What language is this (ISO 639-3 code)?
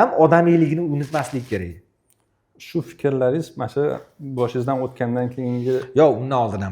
uzb